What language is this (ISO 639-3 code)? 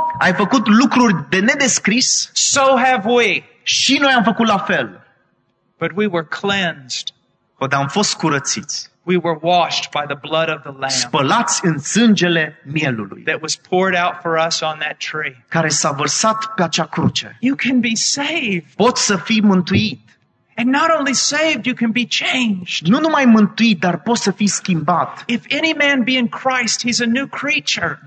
ron